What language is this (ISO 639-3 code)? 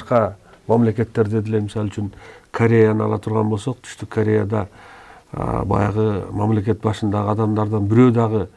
kir